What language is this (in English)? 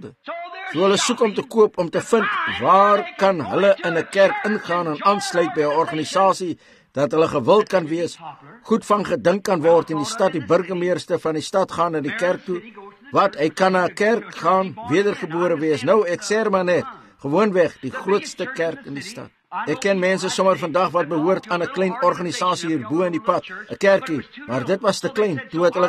Afrikaans